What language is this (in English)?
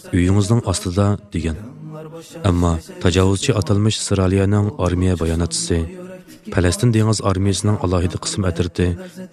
Uyghur